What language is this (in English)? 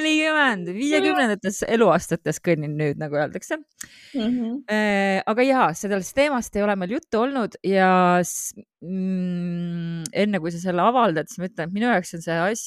Estonian